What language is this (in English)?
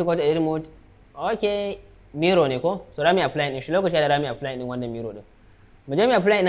Hausa